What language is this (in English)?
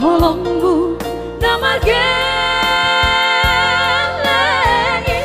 Batak Toba